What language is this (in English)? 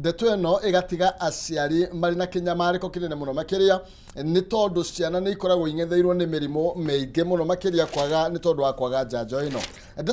Kikuyu